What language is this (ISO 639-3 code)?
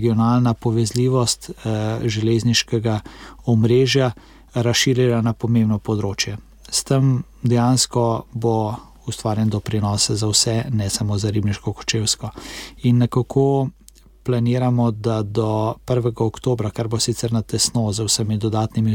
slv